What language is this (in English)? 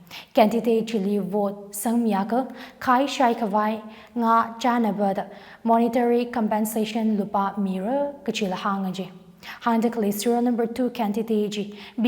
Tangkhul Naga (India)